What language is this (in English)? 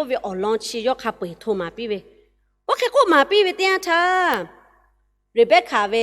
Lahu